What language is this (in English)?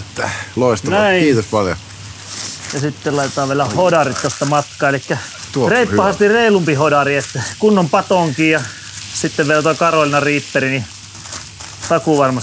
Finnish